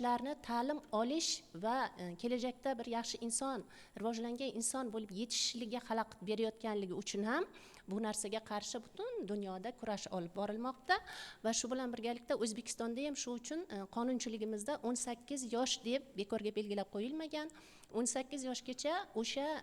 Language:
Uzbek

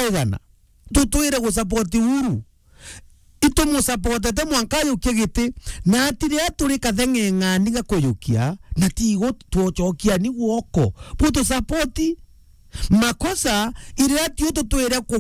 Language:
Meru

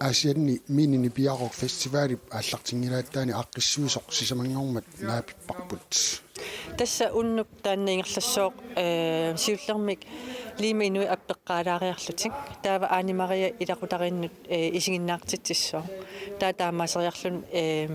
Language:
Kalaallisut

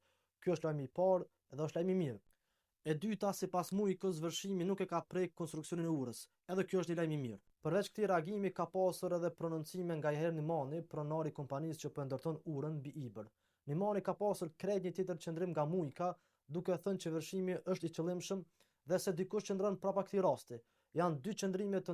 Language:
Albanian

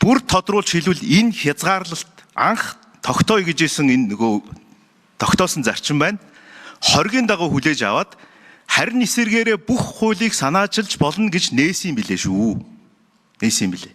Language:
Mongolian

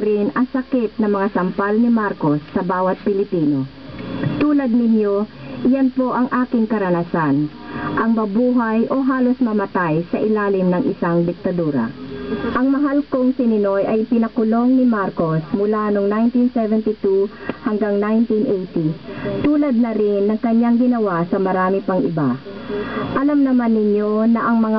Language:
Filipino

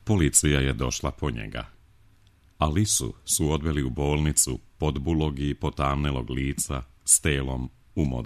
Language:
Serbian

